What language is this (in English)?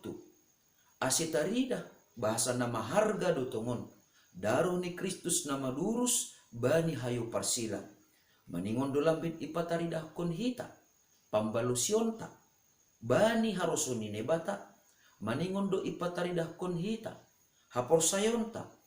Batak Simalungun